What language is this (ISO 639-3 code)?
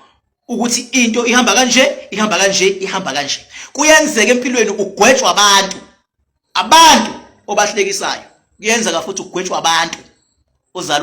zul